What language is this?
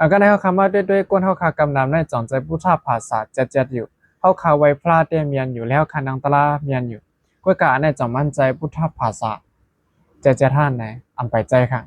Shan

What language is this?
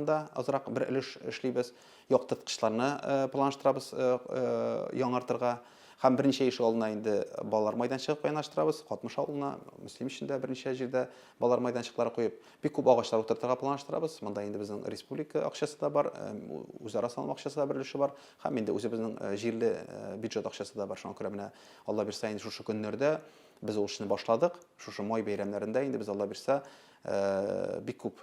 Tatar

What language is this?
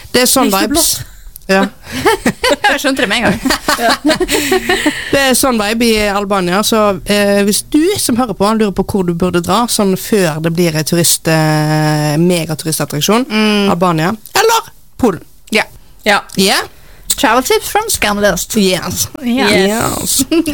Norwegian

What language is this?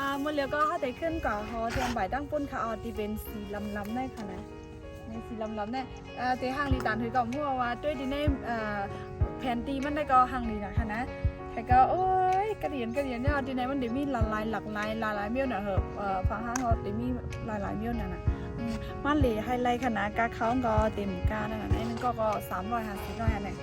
Shan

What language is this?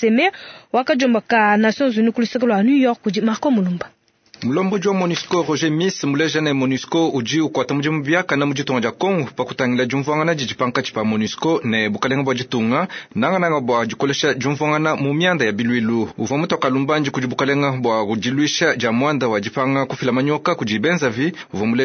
Luba-Lulua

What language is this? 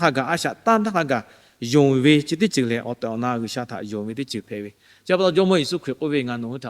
Lahu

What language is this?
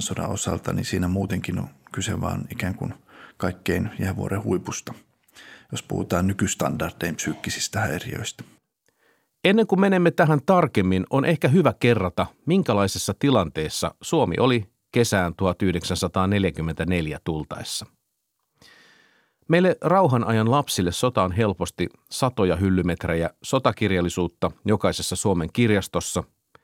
Finnish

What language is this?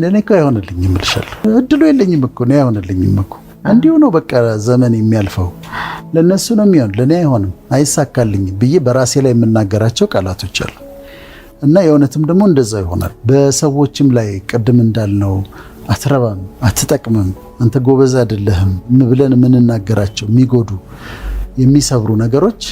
Amharic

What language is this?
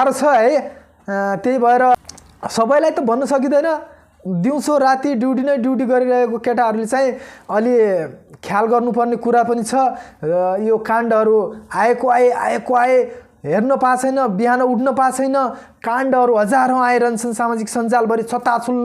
Nepali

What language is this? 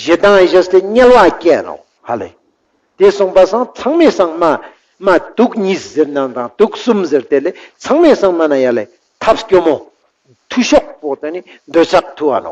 Ladakhi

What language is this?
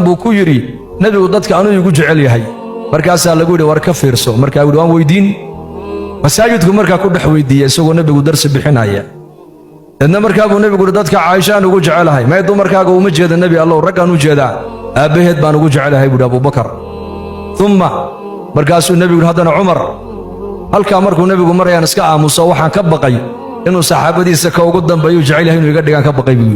Somali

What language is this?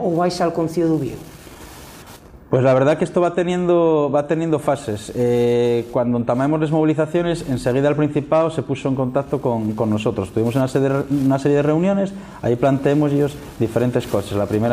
Spanish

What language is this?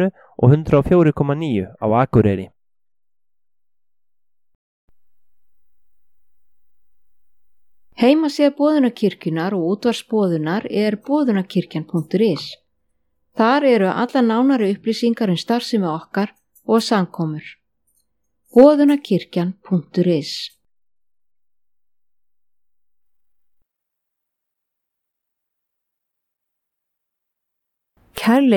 Icelandic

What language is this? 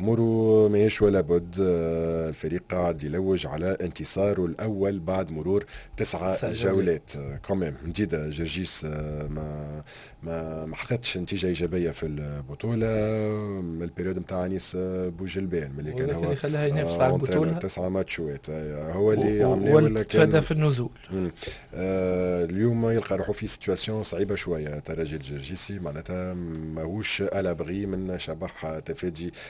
Tunisian Arabic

